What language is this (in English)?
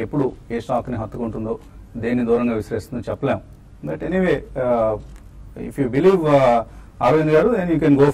Telugu